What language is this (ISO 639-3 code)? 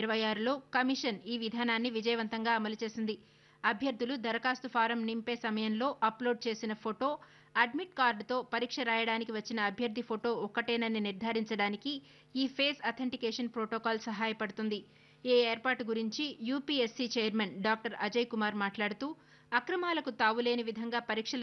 tel